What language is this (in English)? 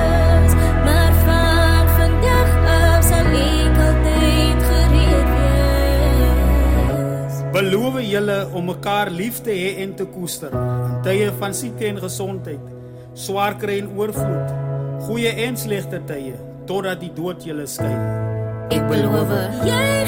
Afrikaans